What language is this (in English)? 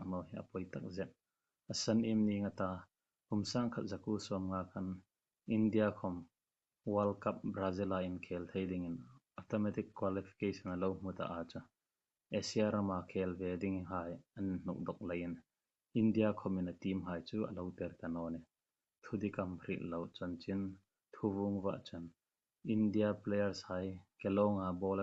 Hmar